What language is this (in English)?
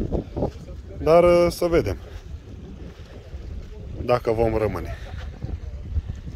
Romanian